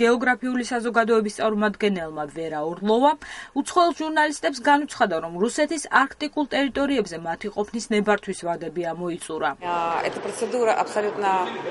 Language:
Georgian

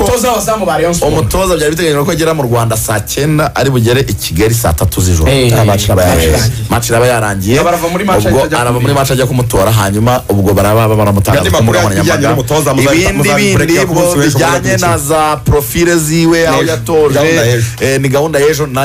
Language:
Kinyarwanda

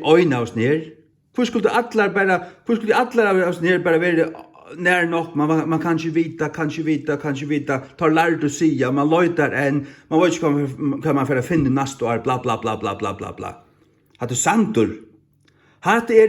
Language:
Faroese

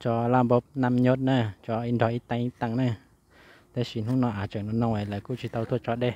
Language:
Hmong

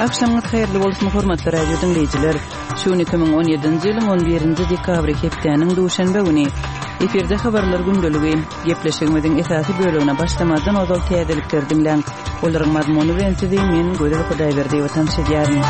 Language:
Kyrgyz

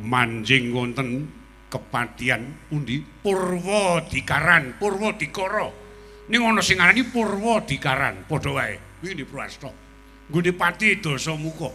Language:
Javanese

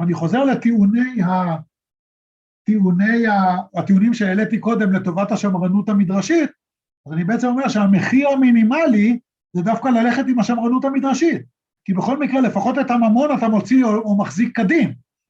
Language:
Hebrew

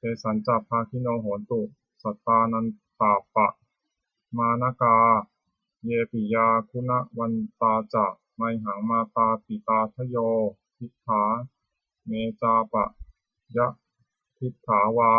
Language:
Pali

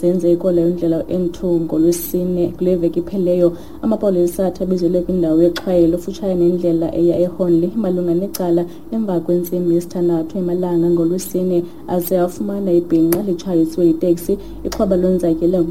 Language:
Xhosa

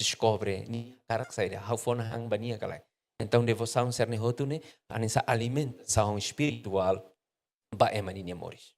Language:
Tetum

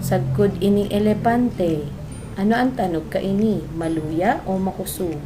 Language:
Bikol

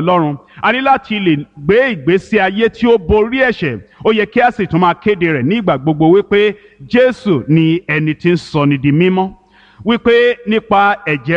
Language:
Yoruba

